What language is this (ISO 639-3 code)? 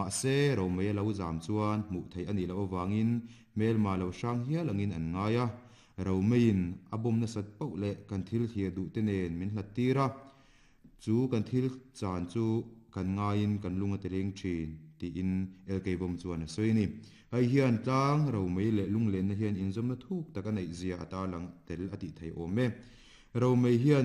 lus